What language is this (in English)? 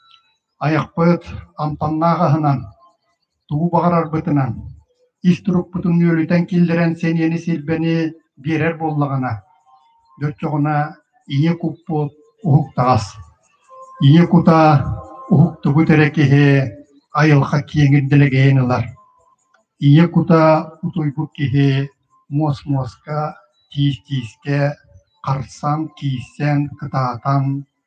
Yakut